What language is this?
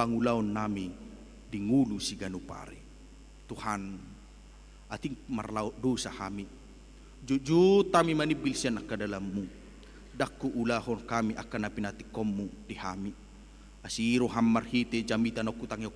Batak Toba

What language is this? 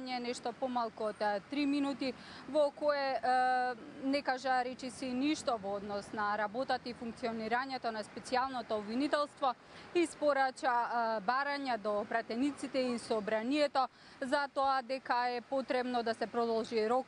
Macedonian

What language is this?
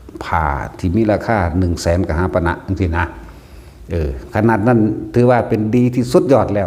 Northeastern Thai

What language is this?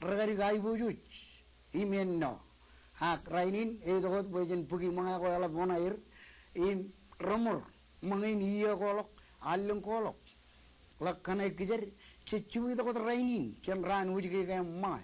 Marshallese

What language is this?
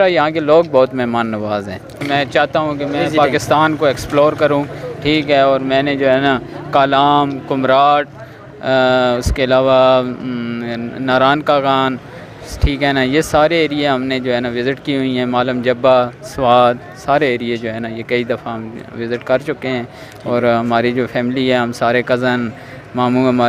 Urdu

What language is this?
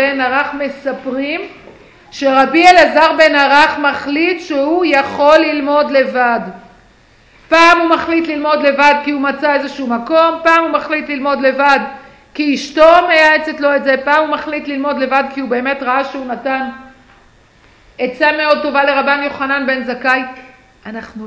Hebrew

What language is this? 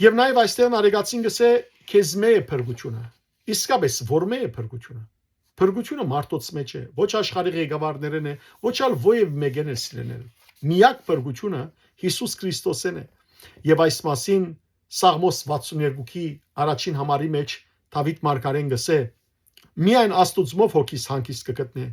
Western Armenian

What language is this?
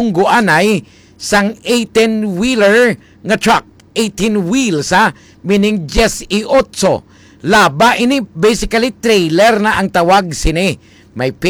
Hiligaynon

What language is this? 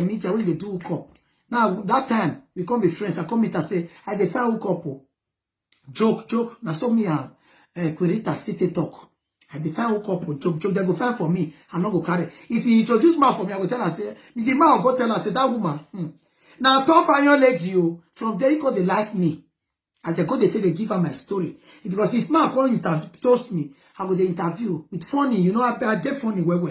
Nigerian Pidgin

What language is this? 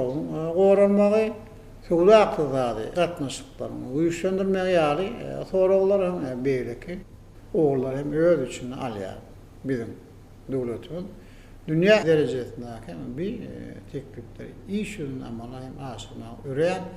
Turkmen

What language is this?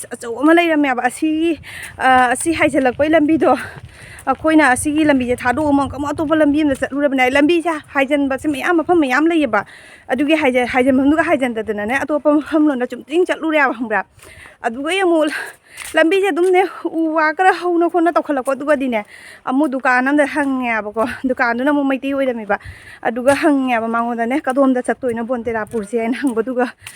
Manipuri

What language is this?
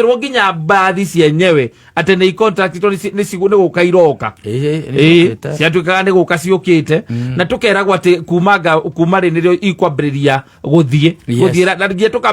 Kikuyu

